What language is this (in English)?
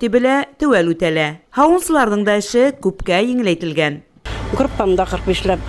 Bashkir